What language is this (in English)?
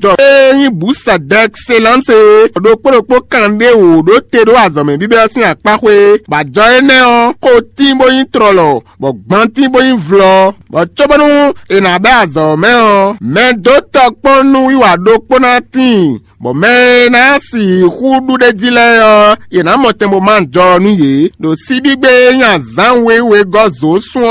Fon